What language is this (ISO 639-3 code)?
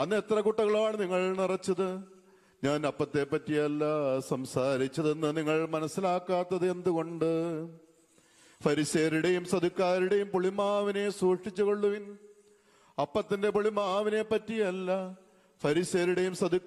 mal